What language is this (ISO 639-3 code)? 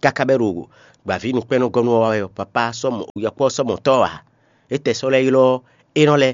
fon